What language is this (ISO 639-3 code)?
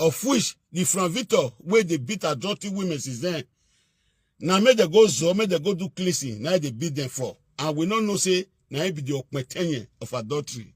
pcm